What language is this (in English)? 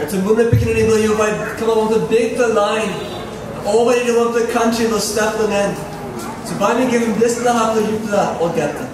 Tok Pisin